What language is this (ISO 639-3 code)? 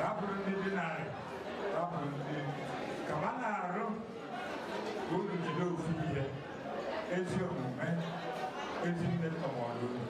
ibo